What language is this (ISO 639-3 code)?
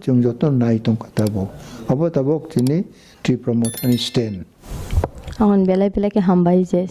trp